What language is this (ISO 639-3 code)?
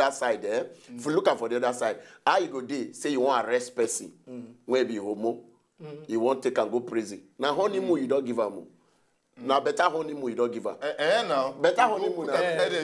pcm